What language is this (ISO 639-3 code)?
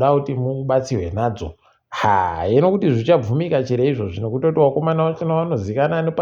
ndc